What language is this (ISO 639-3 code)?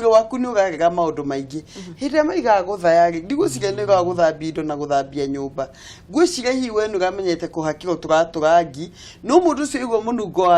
kik